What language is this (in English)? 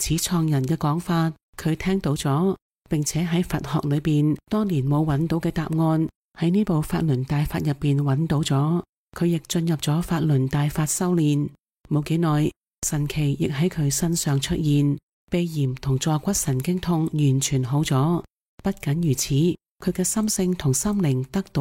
Cantonese